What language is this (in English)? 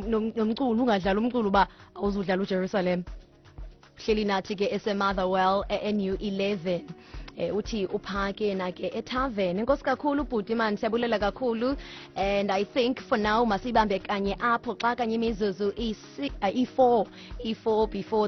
Xhosa